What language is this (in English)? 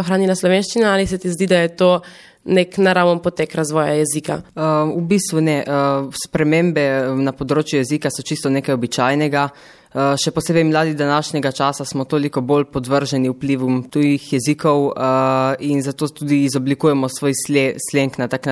Slovenian